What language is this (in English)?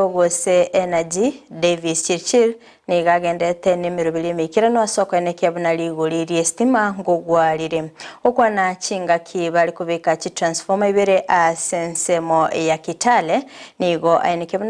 Gusii